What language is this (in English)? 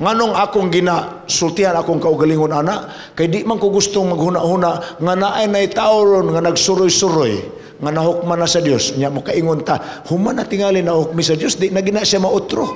Cebuano